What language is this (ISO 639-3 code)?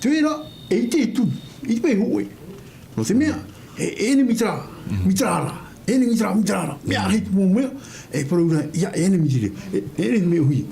tah